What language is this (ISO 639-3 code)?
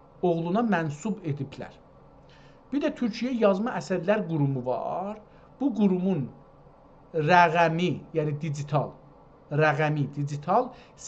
azb